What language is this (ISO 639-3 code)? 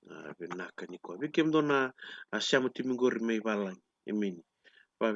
fij